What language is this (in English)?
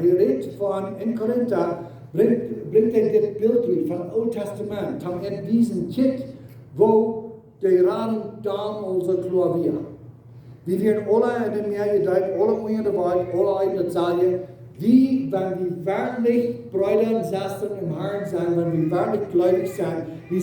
Plautdietsch